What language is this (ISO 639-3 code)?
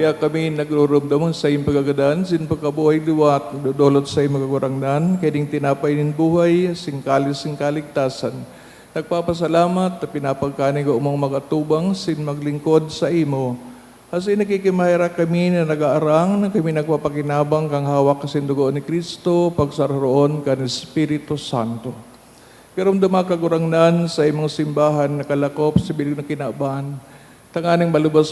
bik